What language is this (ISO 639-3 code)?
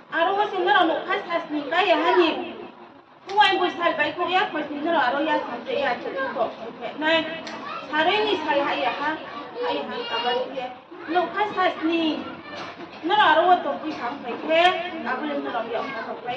ria